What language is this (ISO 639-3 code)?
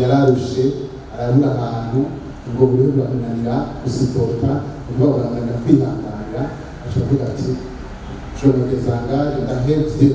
run